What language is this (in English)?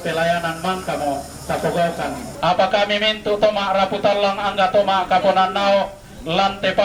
Toraja-Sa'dan